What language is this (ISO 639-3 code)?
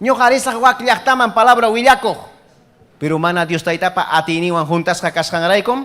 quy